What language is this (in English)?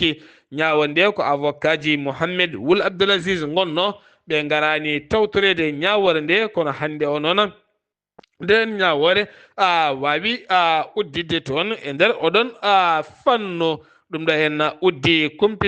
Fula